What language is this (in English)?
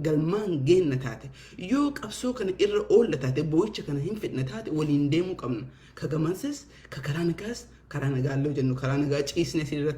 Oromo